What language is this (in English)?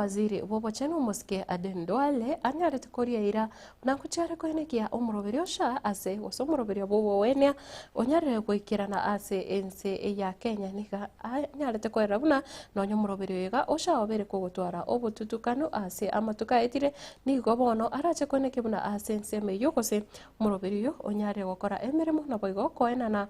Gusii